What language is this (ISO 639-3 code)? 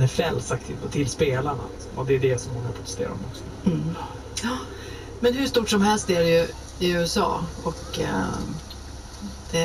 swe